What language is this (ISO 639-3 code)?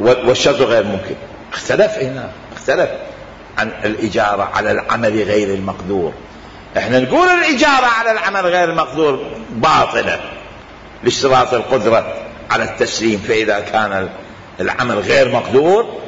acm